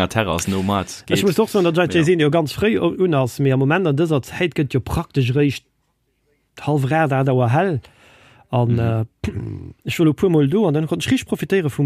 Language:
Luxembourgish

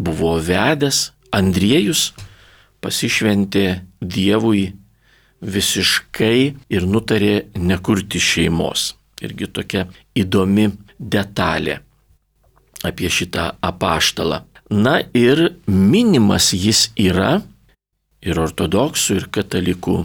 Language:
Lithuanian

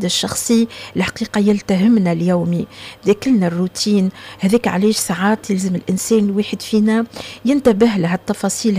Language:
Tunisian Arabic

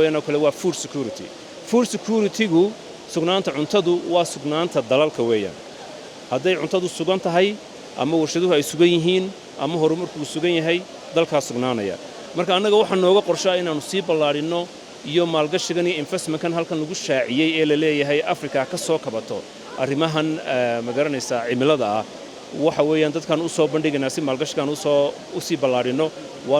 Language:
Somali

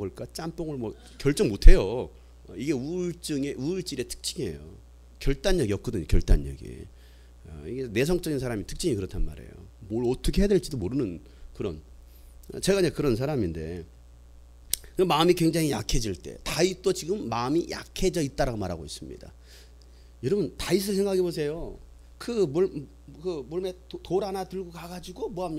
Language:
Korean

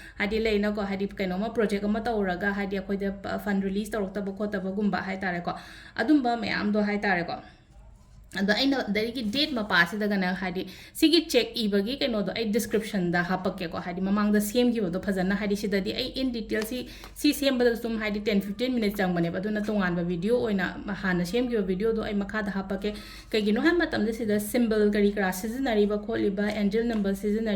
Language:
Manipuri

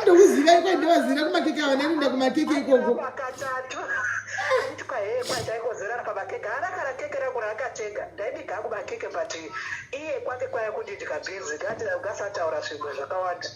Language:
Shona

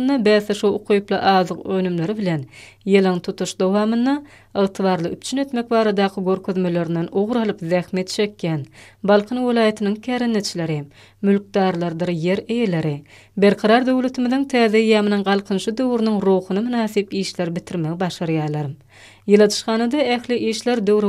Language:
Turkmen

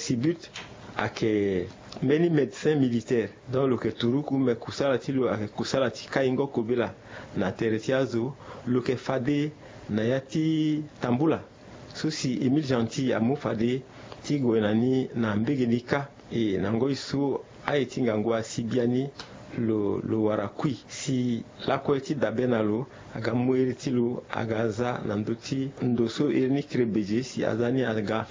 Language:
Sango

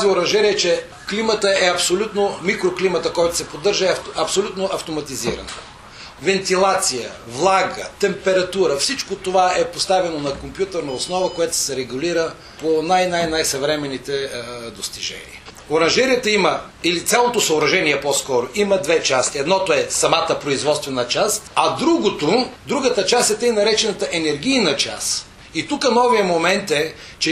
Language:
Bulgarian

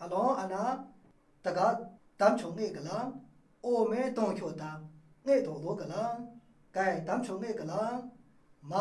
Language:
Maru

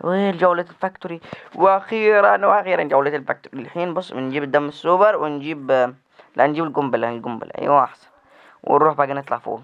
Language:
Egyptian Arabic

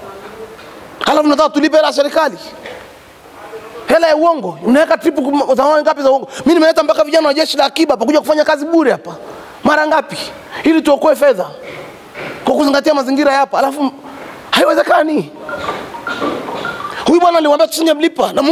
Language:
Swahili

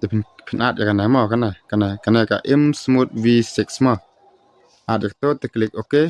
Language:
Khasi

